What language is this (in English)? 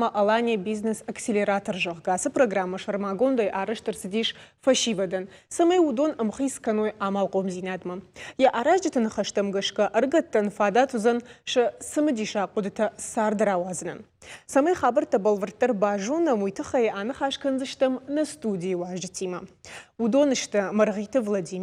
Ossetic